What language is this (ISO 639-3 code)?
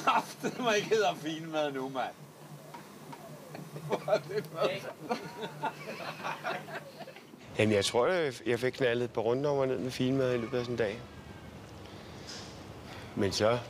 dan